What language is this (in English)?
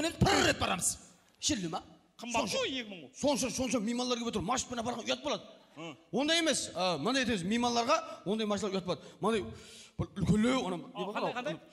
Kara-Kalpak